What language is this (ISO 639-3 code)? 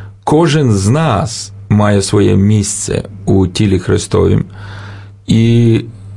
ukr